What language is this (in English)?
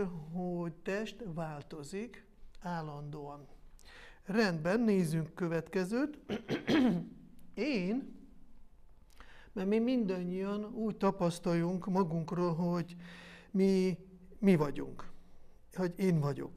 Hungarian